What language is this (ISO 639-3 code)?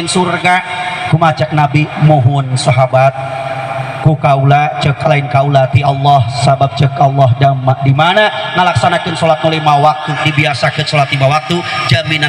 sun